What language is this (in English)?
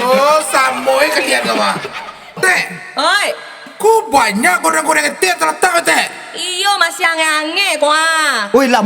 Minangkabau